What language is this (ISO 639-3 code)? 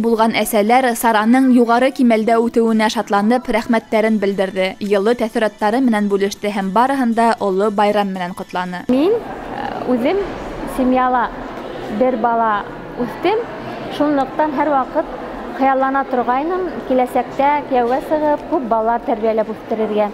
bak